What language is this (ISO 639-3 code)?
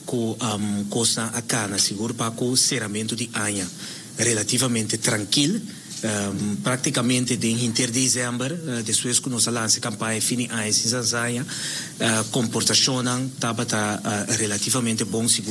pap